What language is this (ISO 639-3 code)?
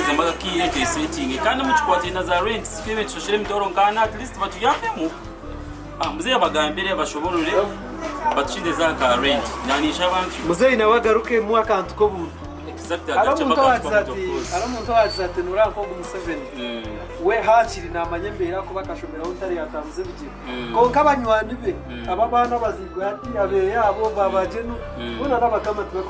nyn